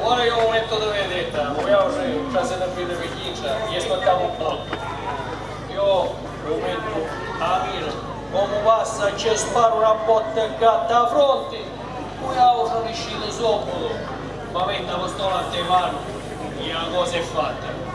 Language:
Sicilian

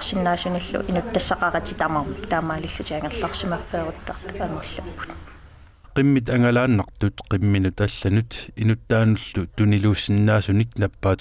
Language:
Kalaallisut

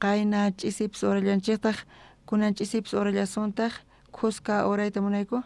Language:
South Bolivian Quechua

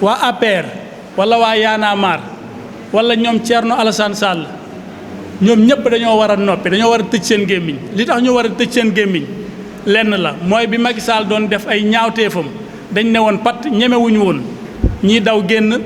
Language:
Wolof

